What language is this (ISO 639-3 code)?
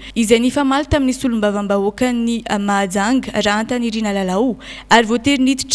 mlg